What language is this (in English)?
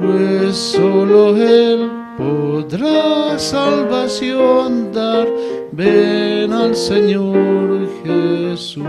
South Bolivian Quechua